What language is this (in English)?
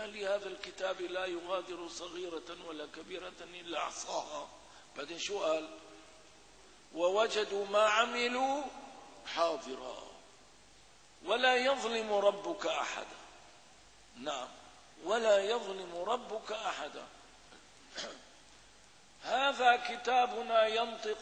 Arabic